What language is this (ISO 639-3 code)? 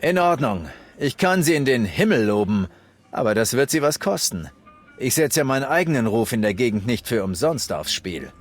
bar